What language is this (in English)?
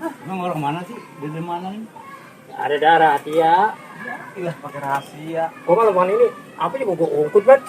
Betawi